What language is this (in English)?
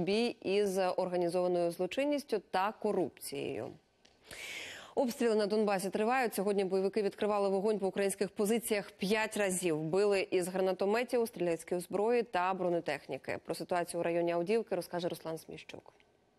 Ukrainian